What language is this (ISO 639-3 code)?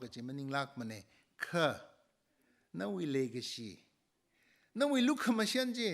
nmf